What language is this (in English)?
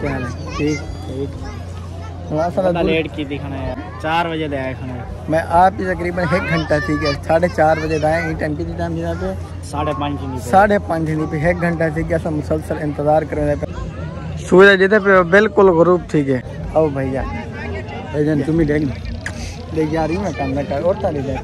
Saraiki